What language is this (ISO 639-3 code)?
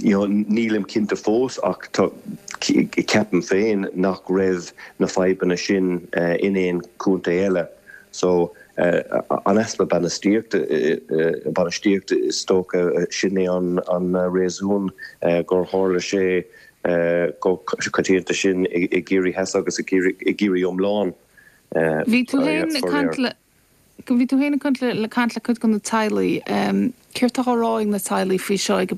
gle